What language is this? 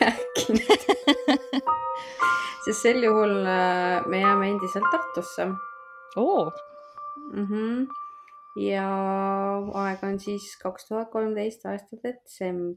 Estonian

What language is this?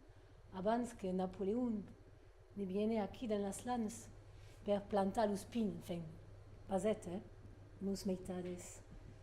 Occitan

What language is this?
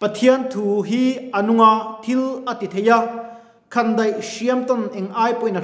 Mizo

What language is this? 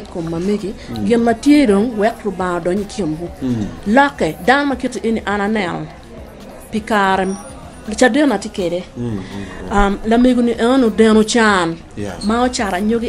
Acoli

